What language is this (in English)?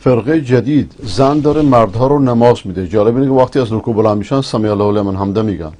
Persian